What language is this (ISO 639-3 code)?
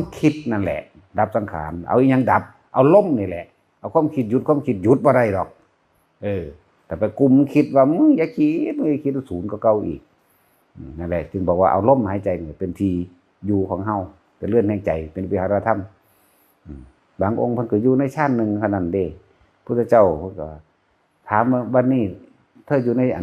tts